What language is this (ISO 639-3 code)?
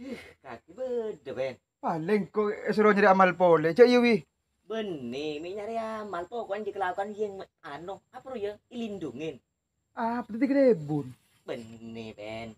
mad